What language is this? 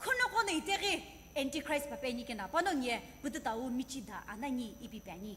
Sumi Naga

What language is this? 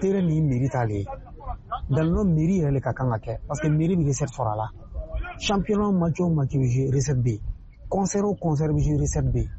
Bambara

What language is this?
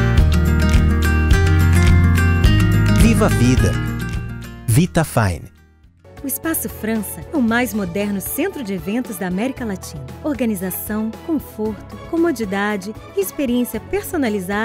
Portuguese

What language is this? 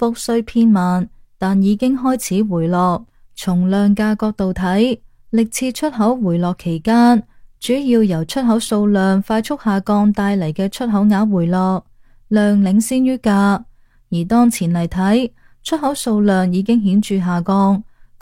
Cantonese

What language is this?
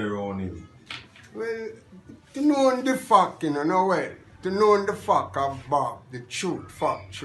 Jamaican Creole English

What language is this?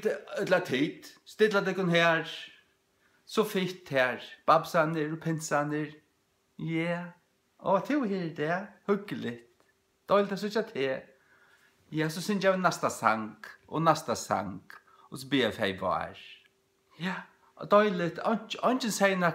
Faroese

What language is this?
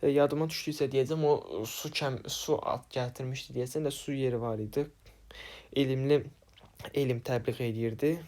Azerbaijani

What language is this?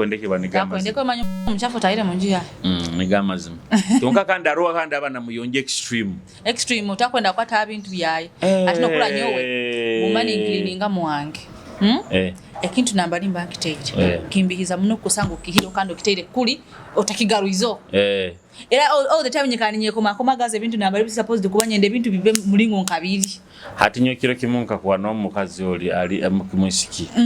Nyoro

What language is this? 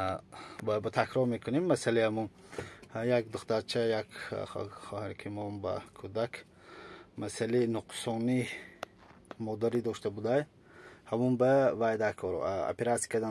Tajik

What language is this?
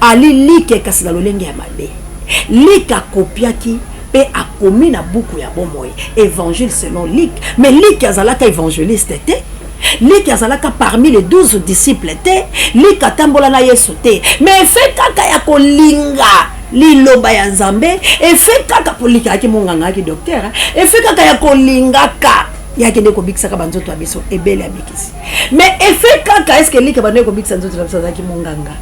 Lingala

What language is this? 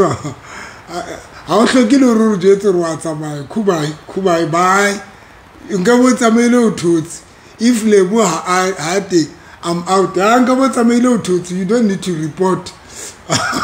Southern Sotho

